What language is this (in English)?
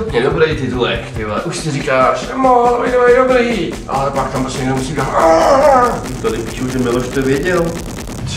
Czech